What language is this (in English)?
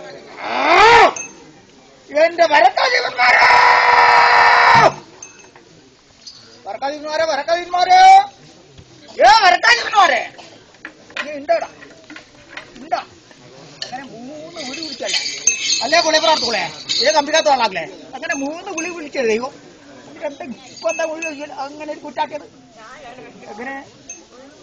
Malayalam